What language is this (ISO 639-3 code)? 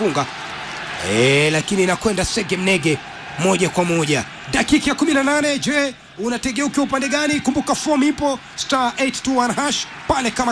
swa